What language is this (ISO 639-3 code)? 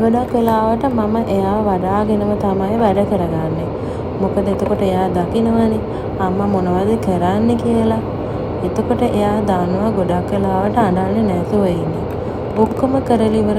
sin